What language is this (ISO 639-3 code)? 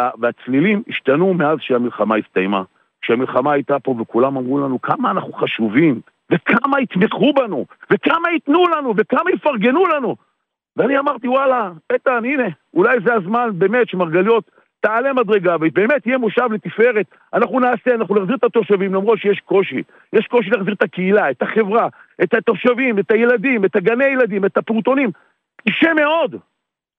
heb